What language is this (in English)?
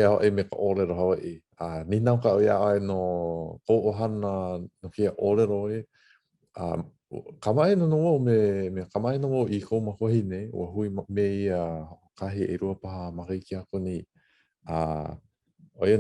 Hawaiian